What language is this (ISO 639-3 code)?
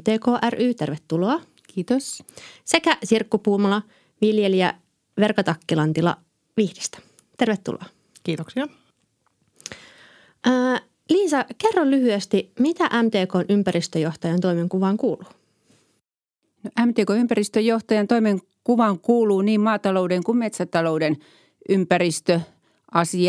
fin